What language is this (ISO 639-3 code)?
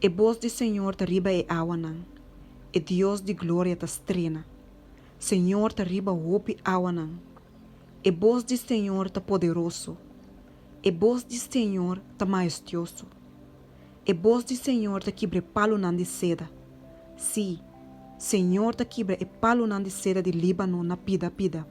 pap